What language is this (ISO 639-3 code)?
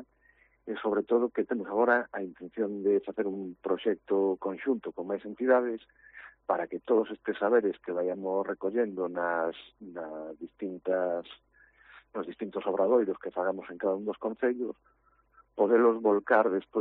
glg